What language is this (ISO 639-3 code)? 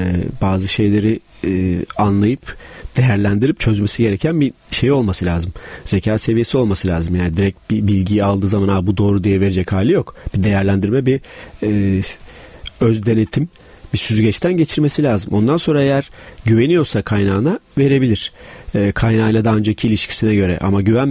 tur